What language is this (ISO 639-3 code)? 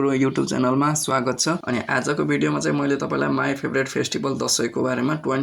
nep